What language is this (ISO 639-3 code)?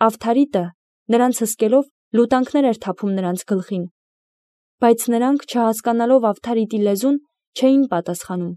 hye